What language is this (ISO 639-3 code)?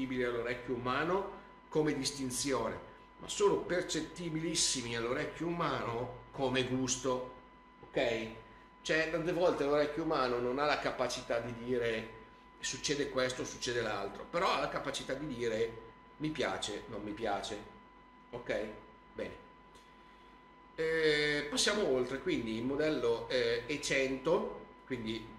ita